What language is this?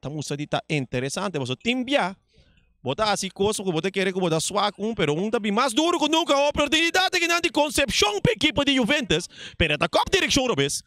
Papiamento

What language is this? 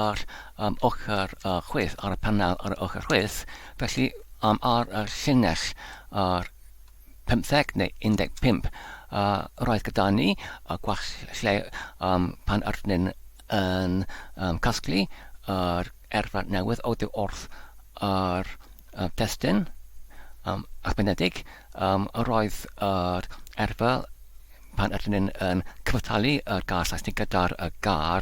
Welsh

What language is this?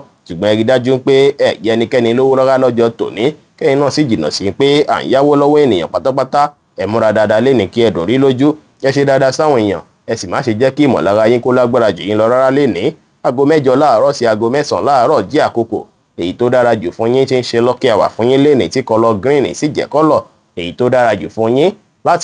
Yoruba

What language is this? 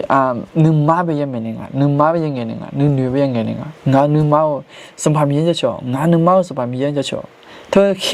Akha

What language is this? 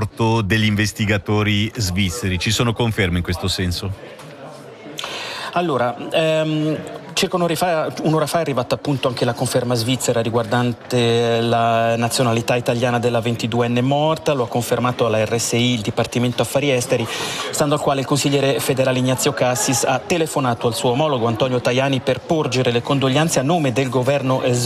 Italian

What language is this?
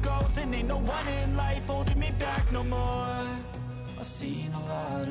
English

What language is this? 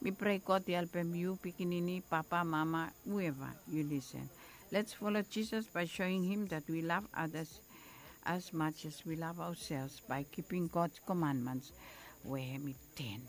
Bislama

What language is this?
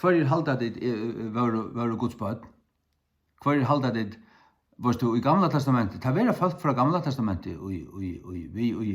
Faroese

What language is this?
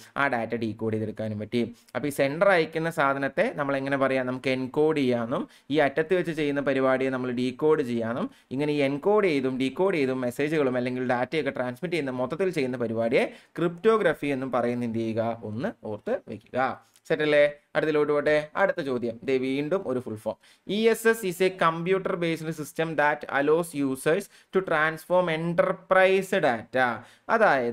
Malayalam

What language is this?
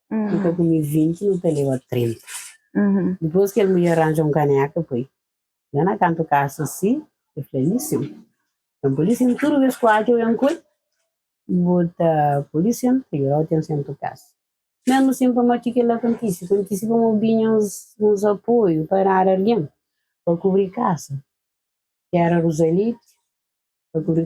Kabuverdianu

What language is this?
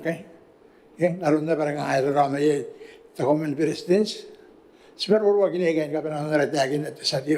Gilbertese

